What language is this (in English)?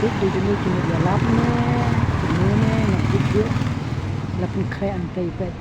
Khasi